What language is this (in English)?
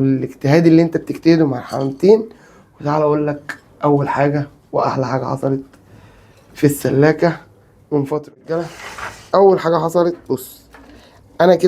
Egyptian Arabic